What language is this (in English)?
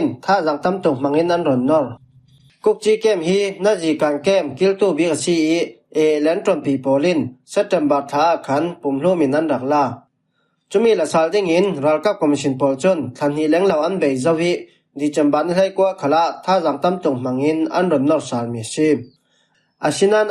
Falam Chin